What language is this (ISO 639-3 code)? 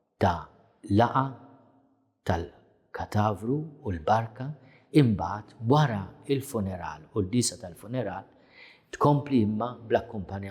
mlt